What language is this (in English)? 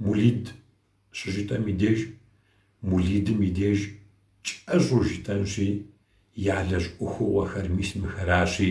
Kabardian